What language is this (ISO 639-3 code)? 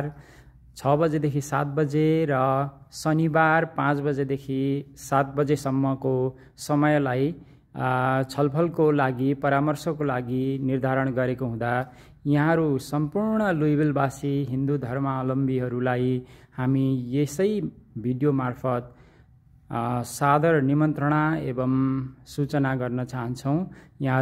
nep